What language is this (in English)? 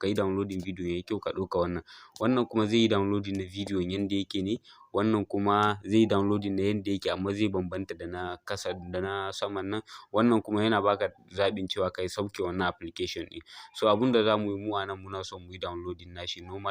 Hausa